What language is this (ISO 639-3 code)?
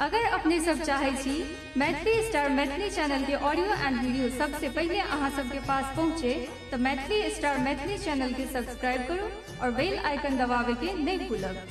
mai